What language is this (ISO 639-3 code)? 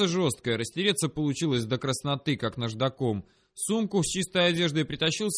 rus